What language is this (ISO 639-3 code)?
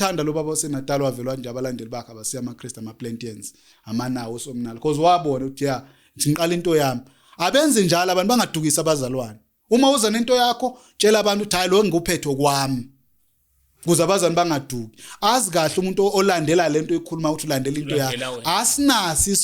zul